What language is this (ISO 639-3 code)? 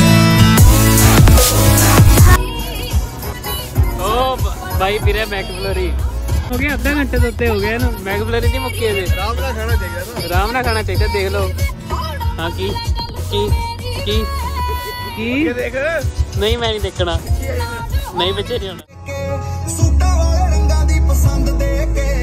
pan